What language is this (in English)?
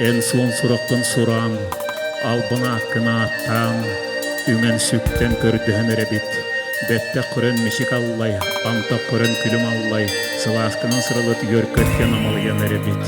Yakut